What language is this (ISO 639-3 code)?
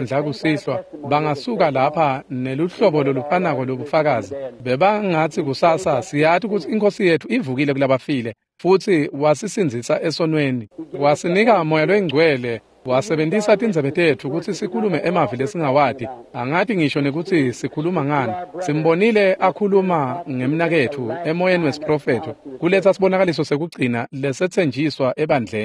ssw